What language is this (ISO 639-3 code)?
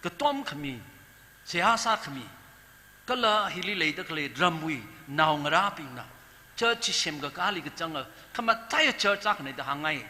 nmf